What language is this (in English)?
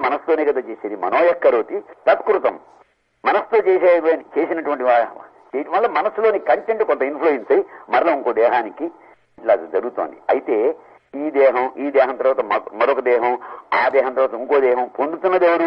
Telugu